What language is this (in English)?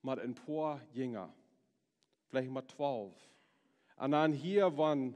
Plautdietsch